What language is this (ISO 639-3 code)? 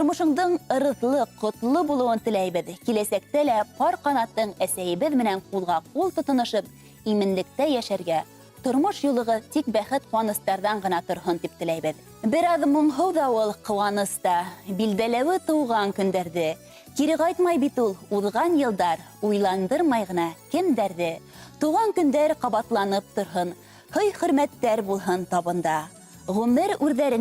bak